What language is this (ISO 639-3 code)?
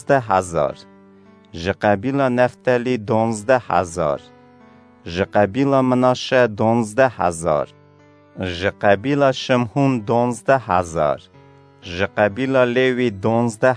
kur